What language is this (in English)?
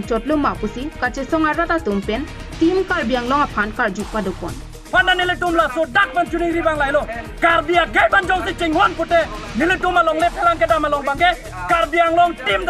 Karbi